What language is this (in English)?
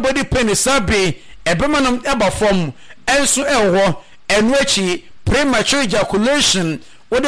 Akan